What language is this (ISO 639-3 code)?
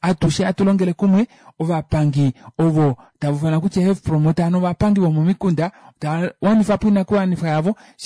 kua